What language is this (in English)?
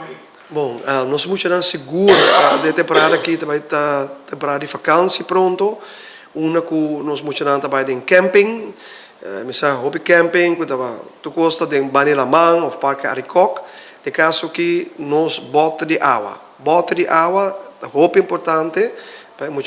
Papiamento